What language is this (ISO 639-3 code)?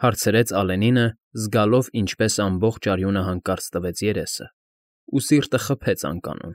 hye